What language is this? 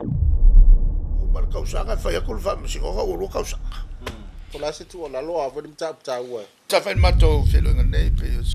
Samoan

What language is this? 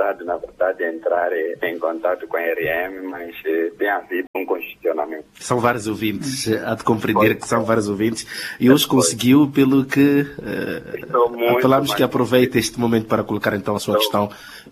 Portuguese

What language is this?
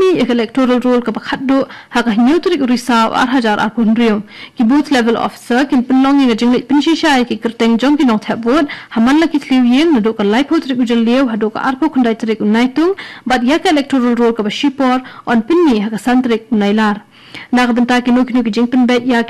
Khasi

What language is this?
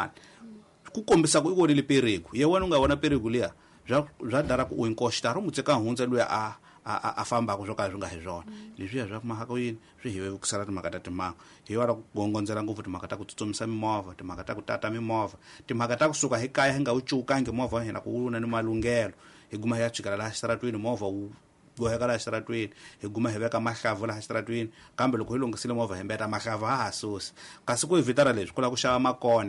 Tsonga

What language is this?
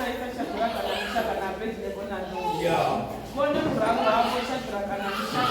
Venda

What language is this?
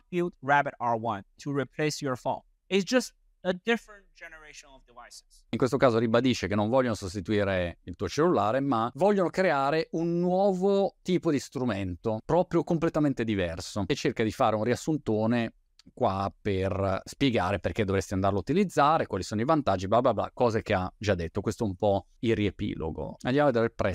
Italian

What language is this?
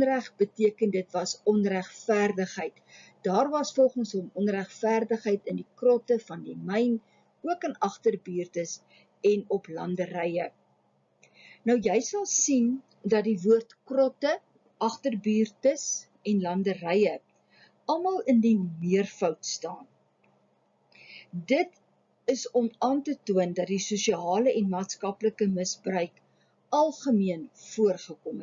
Afrikaans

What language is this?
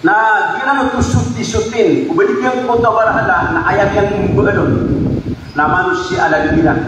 Maranao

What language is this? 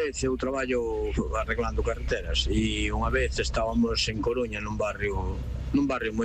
Galician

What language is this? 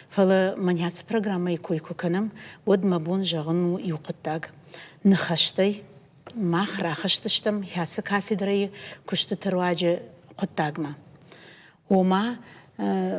Ossetic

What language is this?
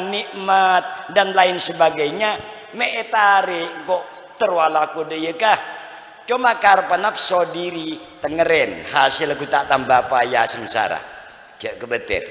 Madurese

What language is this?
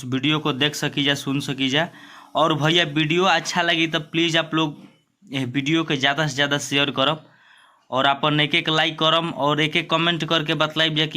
Bhojpuri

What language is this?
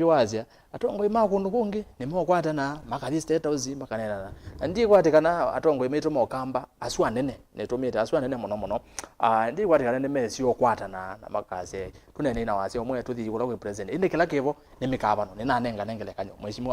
Kamba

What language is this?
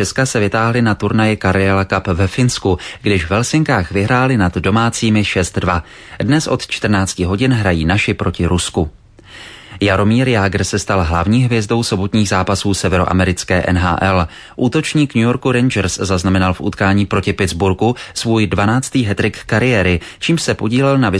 Czech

